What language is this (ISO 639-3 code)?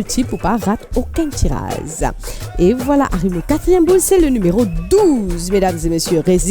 mfe